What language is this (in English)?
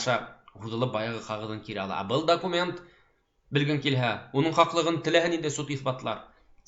Bashkir